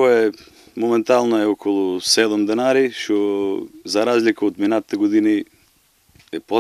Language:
Macedonian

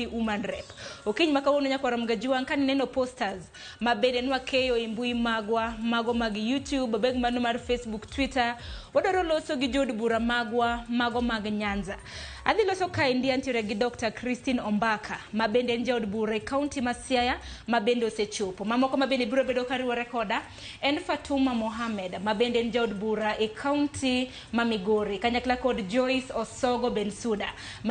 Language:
Luo (Kenya and Tanzania)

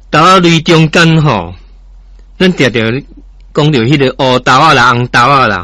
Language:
Min Nan Chinese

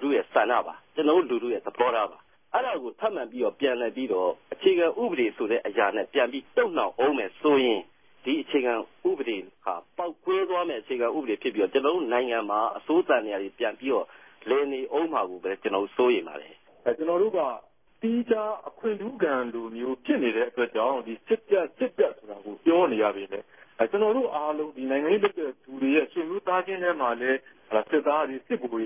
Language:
Burmese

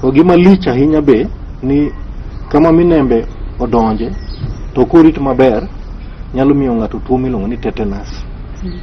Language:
Luo (Kenya and Tanzania)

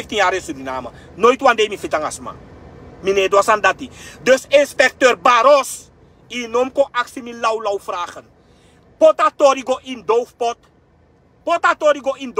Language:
Sranan Tongo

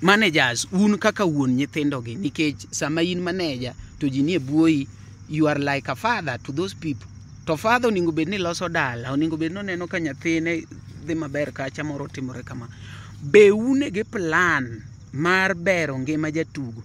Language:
Luo (Kenya and Tanzania)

